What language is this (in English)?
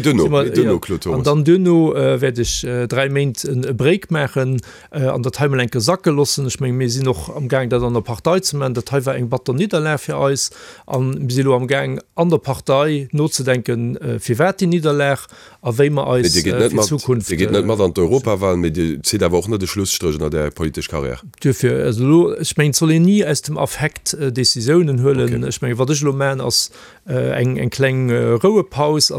Luxembourgish